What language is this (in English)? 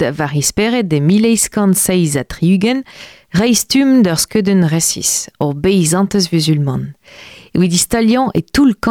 Breton